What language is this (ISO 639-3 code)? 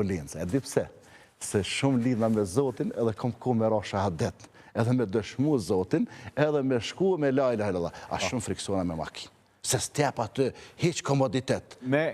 sqi